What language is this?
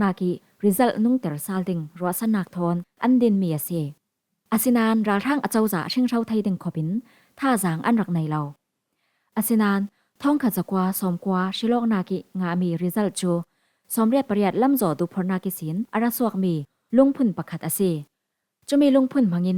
Falam Chin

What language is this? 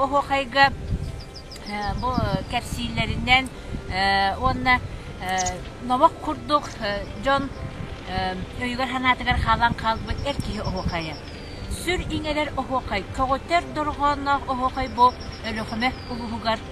Yakut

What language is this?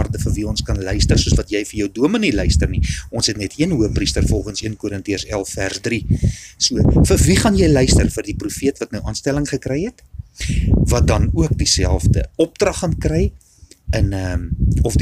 Afrikaans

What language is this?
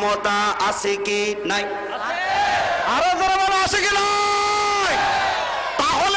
Bangla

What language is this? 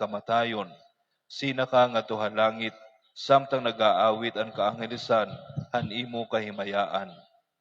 Waray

